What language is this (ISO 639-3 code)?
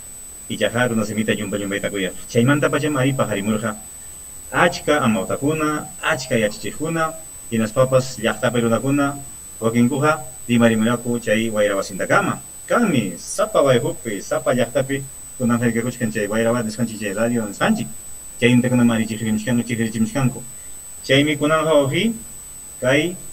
quy